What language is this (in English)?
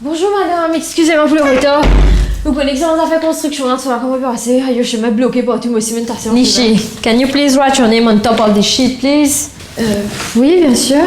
Morisyen